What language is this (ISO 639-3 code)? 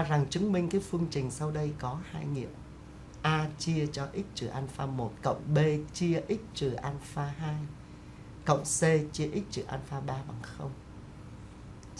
vie